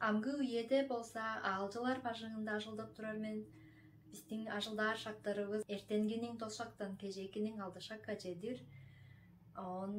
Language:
Tuvinian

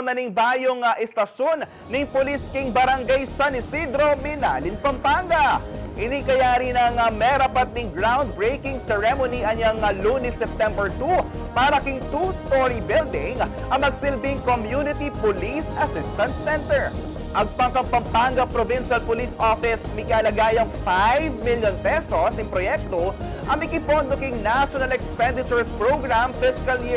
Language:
Pampanga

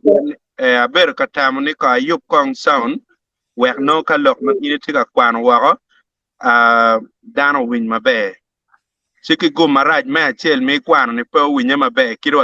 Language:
Acoli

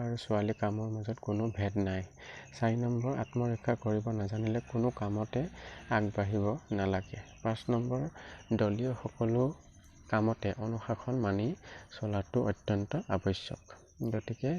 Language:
Assamese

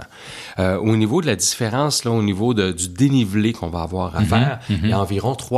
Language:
French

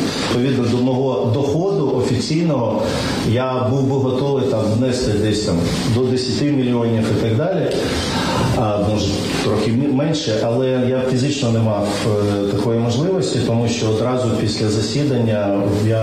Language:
Ukrainian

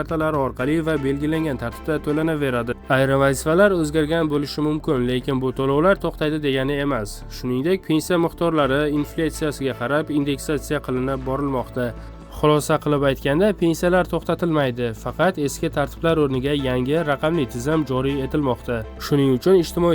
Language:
Uzbek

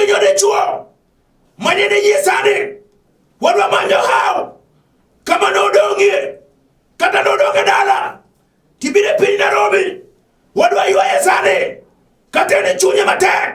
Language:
Luo (Kenya and Tanzania)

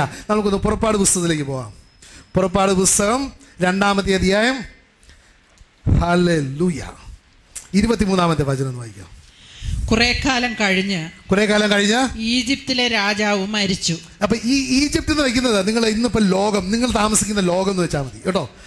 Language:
Malayalam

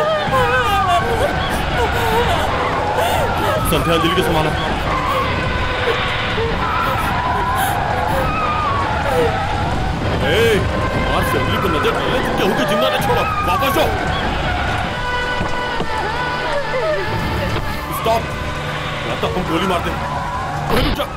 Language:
Bhojpuri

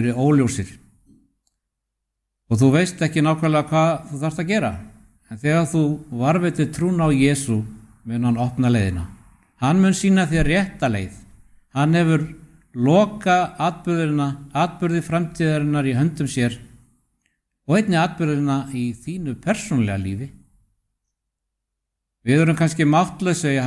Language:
Icelandic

